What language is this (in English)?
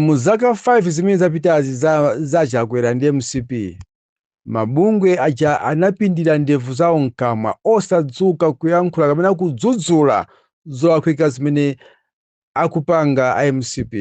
Nyanja